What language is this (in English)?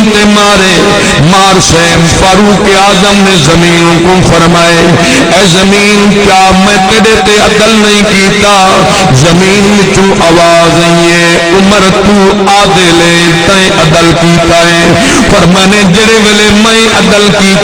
Saraiki